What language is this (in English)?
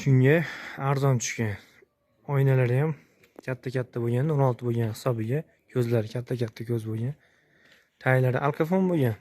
Uzbek